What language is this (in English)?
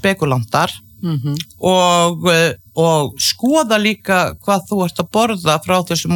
Icelandic